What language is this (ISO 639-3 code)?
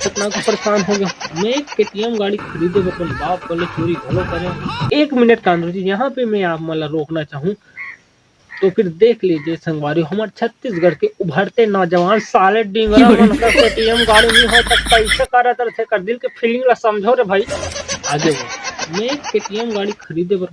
hne